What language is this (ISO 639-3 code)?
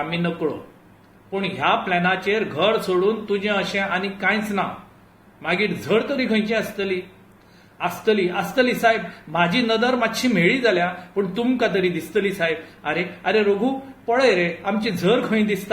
kok